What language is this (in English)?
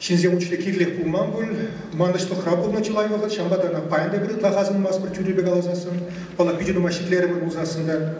Chuvash